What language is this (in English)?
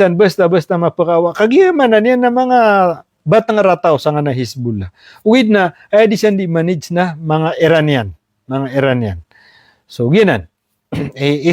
Maranao